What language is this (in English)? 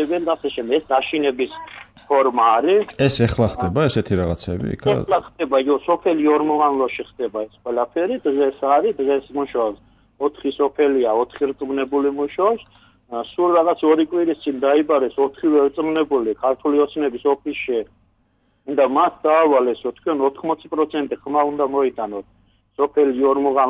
Georgian